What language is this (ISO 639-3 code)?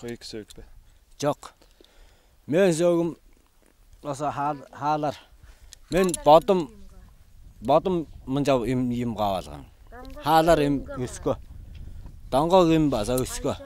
tyv